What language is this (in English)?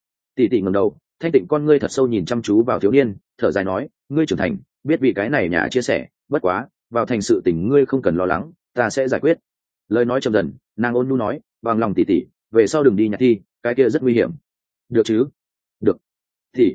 Vietnamese